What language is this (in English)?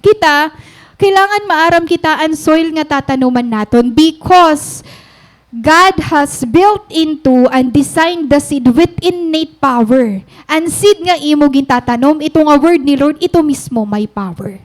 Waray